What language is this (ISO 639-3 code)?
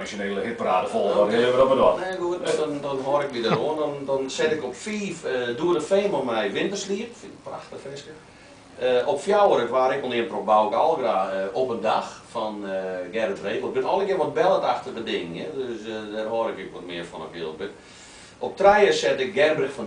fry